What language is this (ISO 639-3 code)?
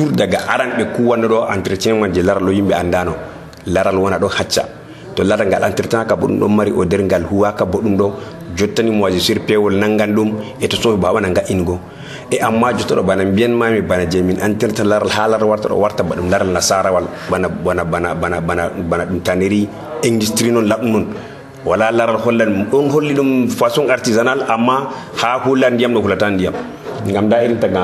fuv